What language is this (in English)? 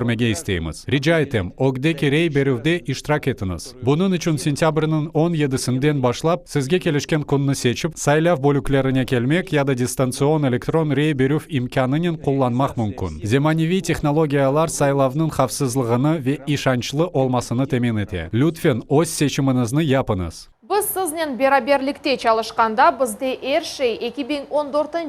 Crimean Tatar